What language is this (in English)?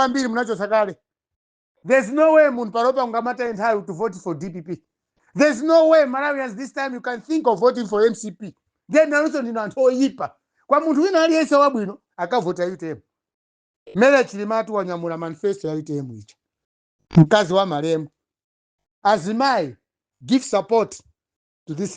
Nyanja